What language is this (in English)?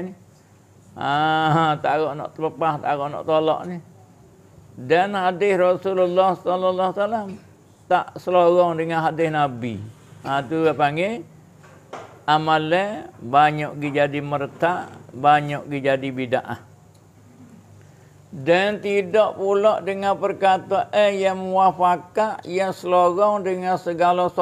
Malay